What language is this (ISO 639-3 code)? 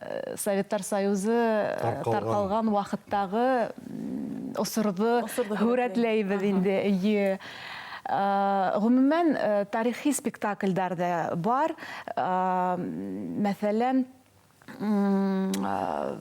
bak